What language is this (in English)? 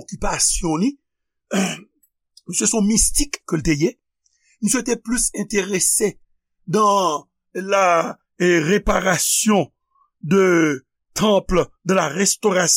Haitian Creole